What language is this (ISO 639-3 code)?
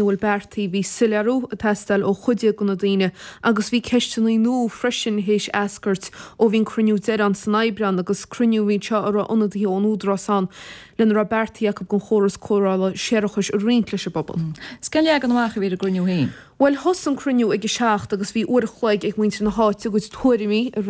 gle